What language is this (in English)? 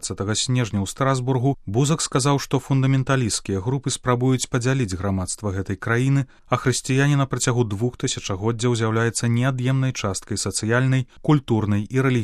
Belarusian